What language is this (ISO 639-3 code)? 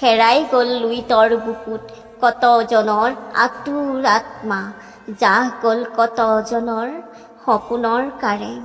asm